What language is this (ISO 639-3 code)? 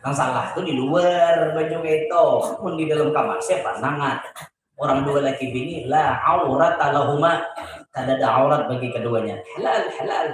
bjn